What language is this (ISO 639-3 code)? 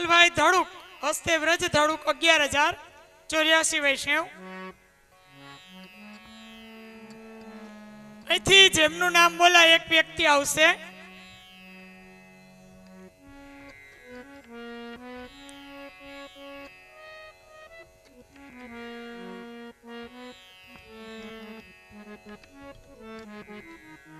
guj